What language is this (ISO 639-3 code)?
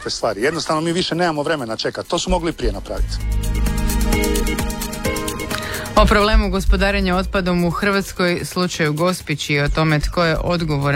hrv